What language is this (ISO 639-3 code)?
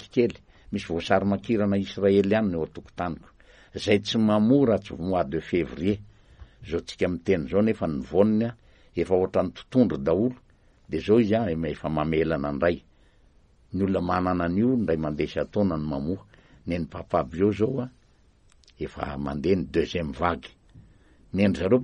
mlg